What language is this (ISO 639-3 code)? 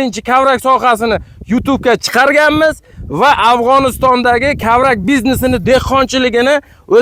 uzb